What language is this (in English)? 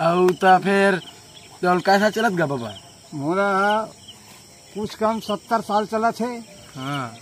Chhattisgarhi